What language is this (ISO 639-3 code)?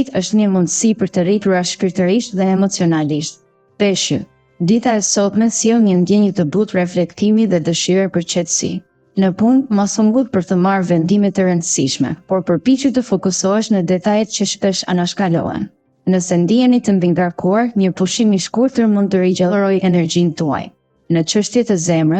sqi